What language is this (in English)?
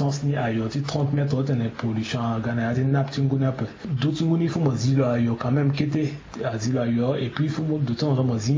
Sango